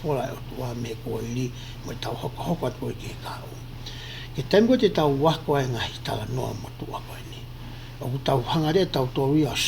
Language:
Tongan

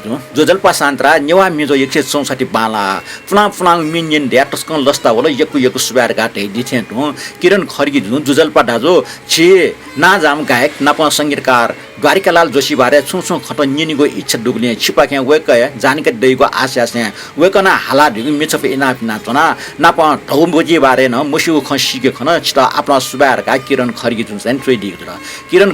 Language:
Newari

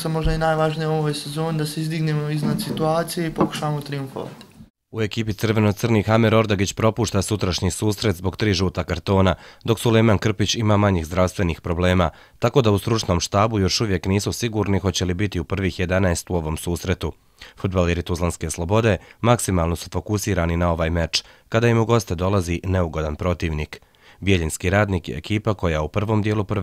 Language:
Bosnian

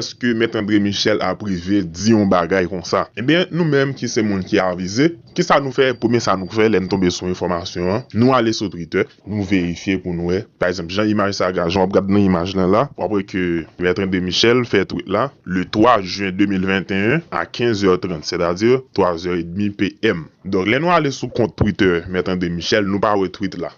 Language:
Haitian Creole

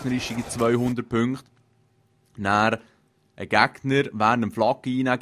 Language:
Swiss German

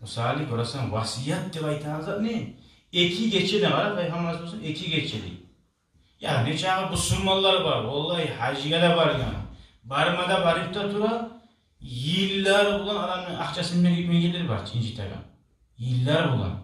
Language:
Kumyk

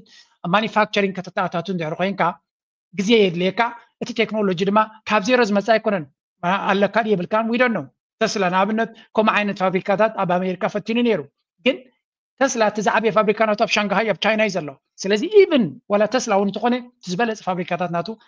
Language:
Tigrinya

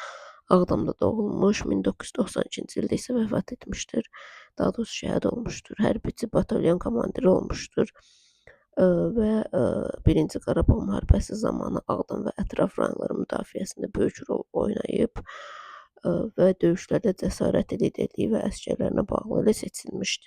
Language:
Azerbaijani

